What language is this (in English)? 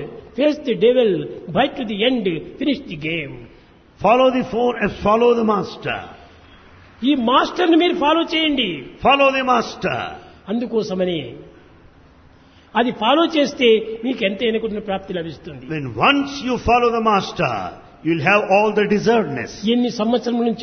Telugu